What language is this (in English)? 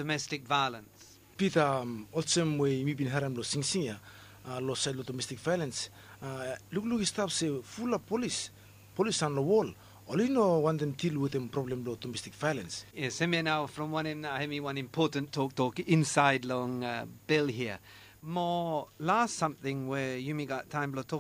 Bislama